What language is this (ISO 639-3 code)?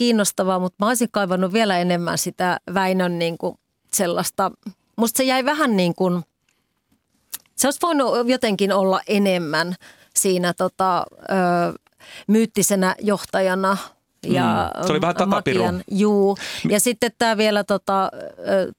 fin